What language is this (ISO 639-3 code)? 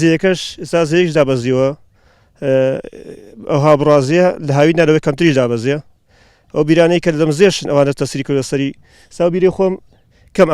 ckb